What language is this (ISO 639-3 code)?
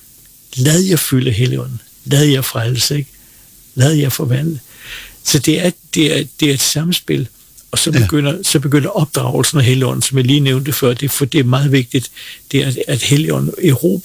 dan